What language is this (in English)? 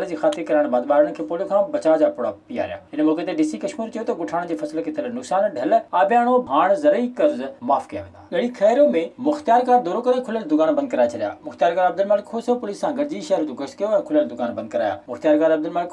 Sindhi